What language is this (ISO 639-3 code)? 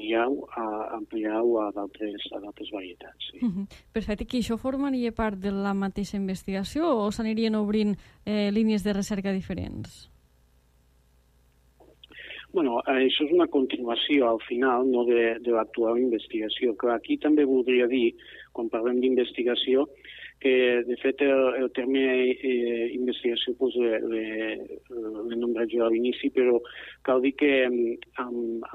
cat